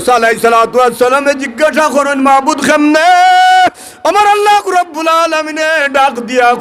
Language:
Sylheti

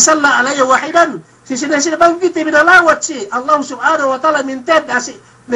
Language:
Yakan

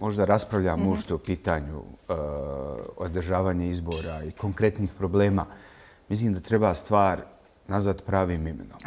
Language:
Bosnian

